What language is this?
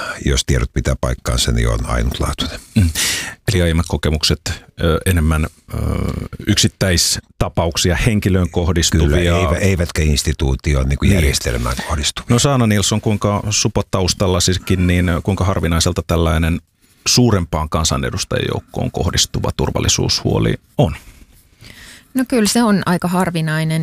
Finnish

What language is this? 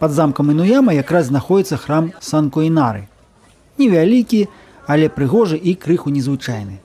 Belarusian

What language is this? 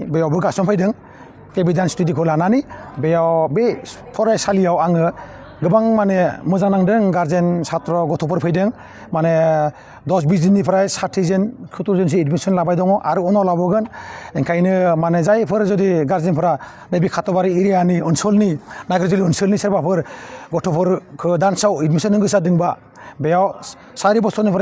Bodo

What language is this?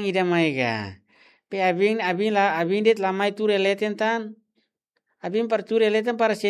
Tetum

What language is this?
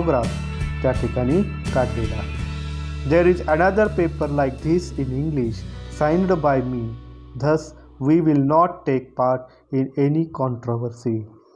Marathi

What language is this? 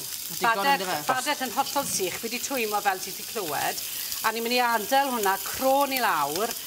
Welsh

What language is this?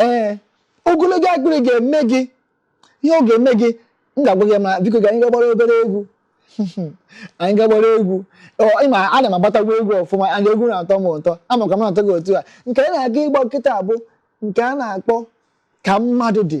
Igbo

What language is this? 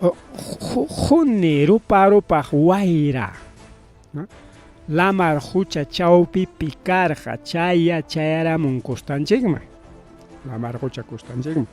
Ayacucho Quechua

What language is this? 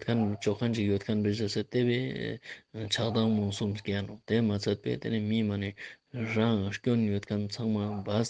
Ladakhi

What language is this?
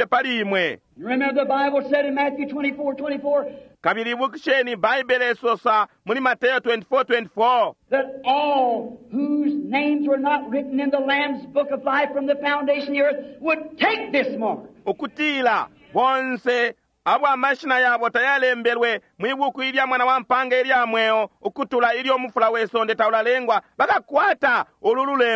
Bemba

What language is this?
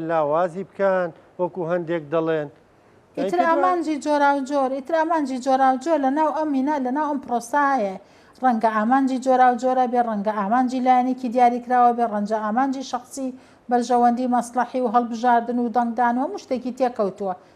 Central Kurdish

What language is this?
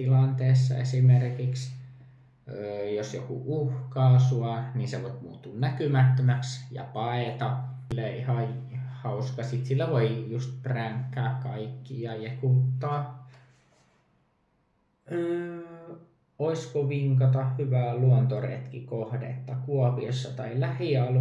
Finnish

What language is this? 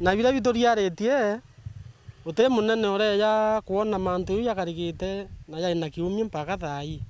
Meru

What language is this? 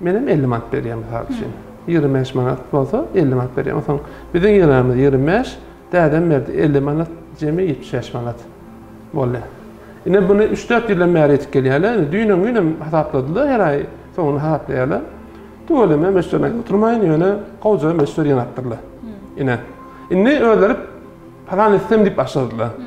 Turkmen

